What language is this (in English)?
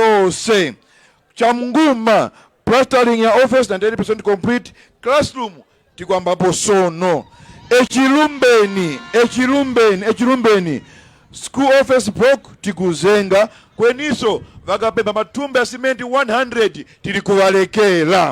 Tumbuka